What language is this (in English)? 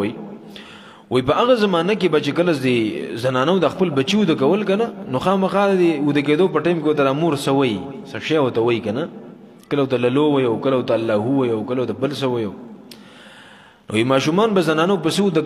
Pashto